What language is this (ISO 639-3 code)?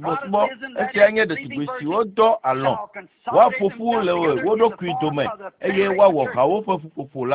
ewe